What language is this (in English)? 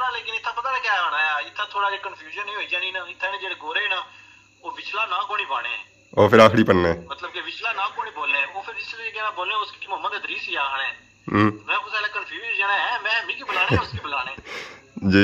Pahari-Potwari